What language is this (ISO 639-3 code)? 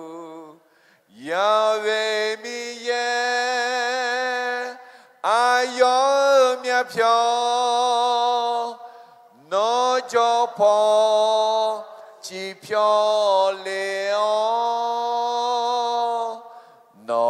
ahk